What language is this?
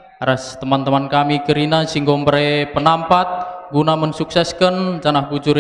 Batak Karo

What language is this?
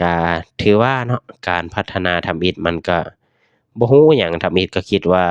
Lao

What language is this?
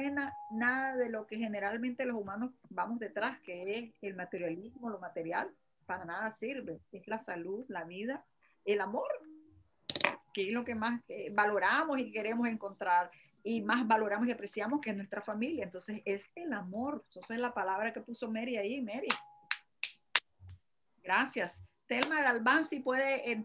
Spanish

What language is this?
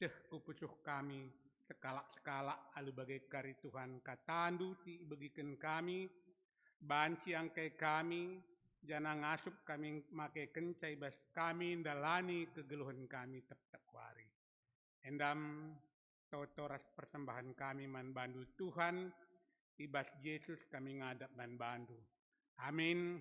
Batak Karo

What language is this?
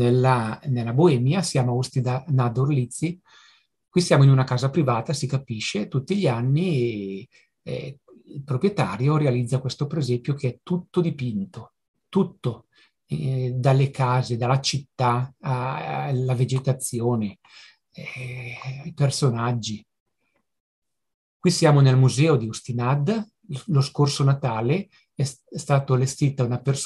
Italian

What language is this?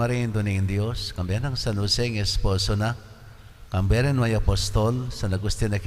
Pampanga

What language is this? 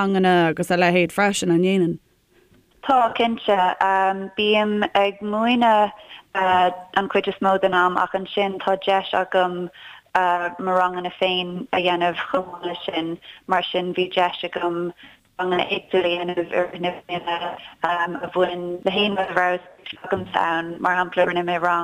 Irish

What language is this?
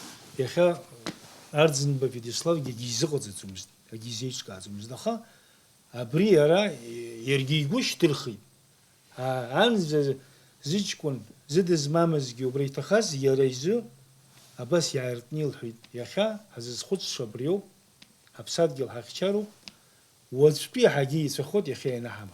Abkhazian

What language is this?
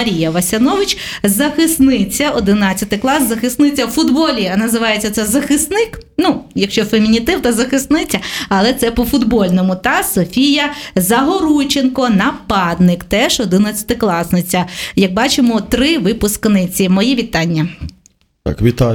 Ukrainian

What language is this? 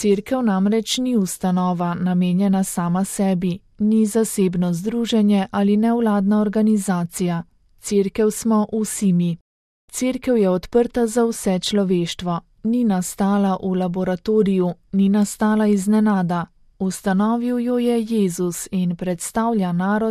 Slovenian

